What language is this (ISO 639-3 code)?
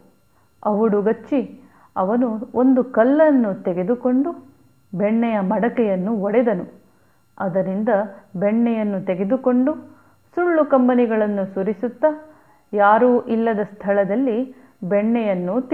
kan